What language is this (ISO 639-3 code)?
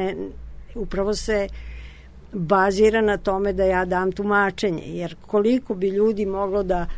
srp